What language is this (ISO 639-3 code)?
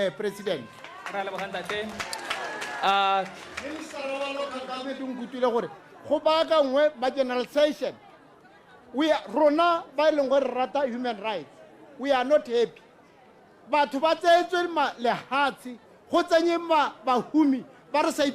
tsn